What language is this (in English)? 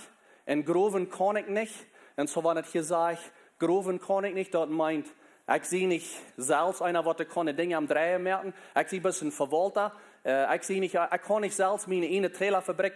Plautdietsch